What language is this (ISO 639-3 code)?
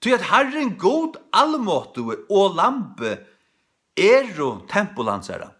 fao